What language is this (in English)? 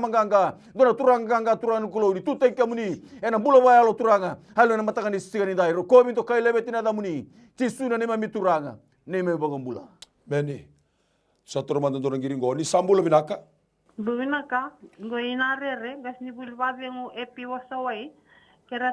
Fijian